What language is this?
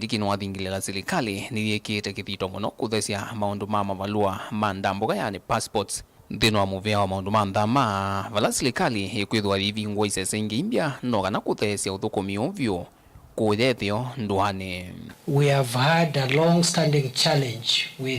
Kamba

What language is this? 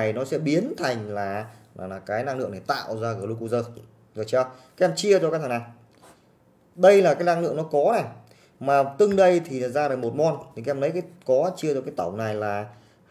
Vietnamese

